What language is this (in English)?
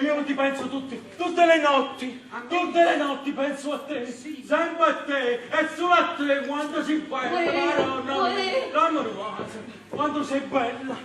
Neapolitan